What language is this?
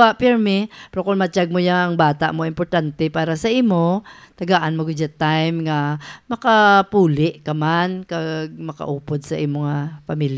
Hiligaynon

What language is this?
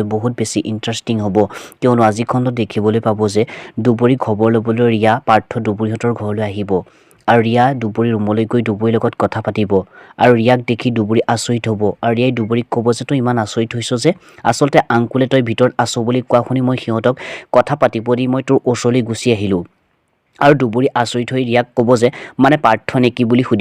Assamese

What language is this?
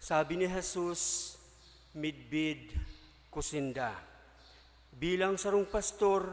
Bikol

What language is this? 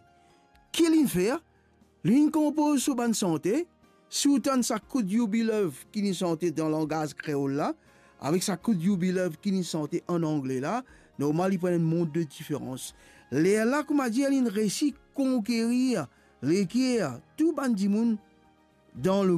Morisyen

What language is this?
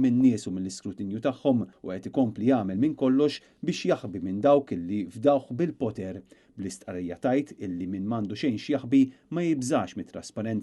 Maltese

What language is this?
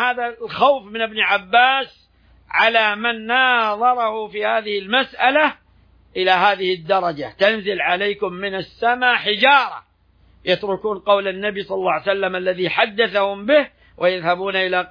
Arabic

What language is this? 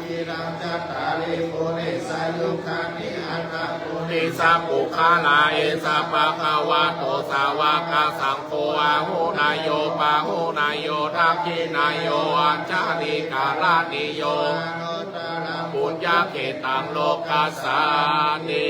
Pali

